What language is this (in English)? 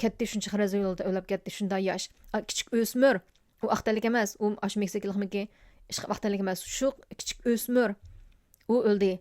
Uyghur